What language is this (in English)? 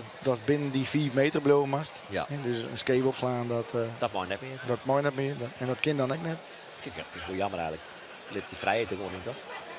Western Frisian